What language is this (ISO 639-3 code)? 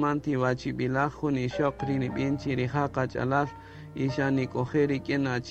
cak